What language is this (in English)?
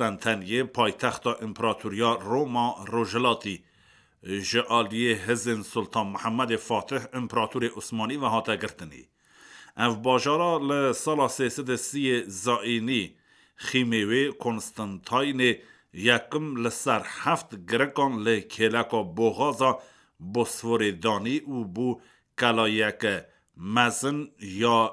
Kurdish